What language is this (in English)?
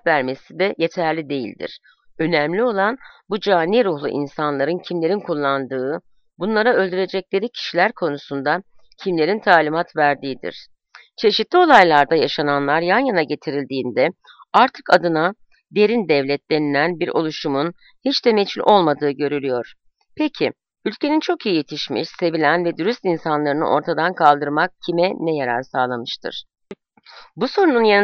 Turkish